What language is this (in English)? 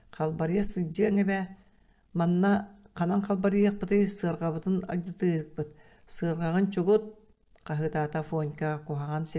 Yakut